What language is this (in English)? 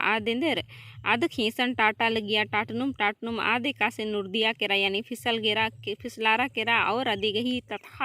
Kurukh